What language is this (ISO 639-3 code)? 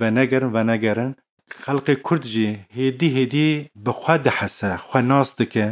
kur